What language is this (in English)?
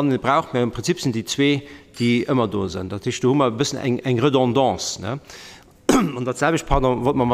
Luxembourgish